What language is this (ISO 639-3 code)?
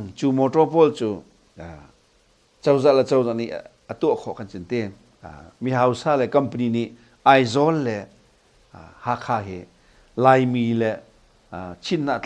cnh